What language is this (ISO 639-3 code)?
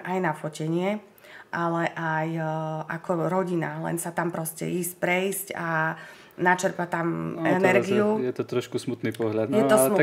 slk